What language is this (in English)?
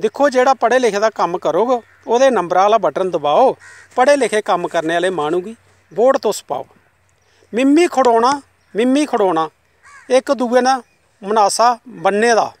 Dogri